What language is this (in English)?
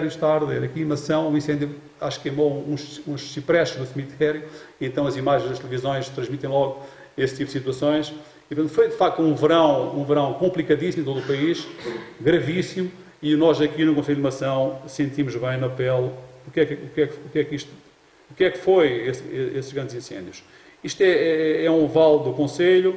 Portuguese